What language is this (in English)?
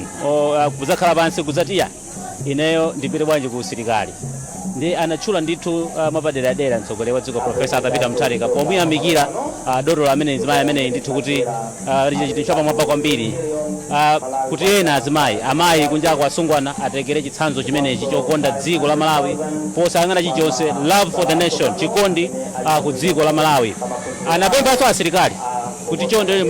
Nyanja